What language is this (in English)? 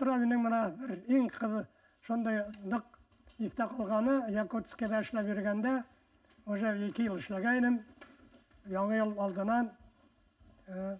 Bashkir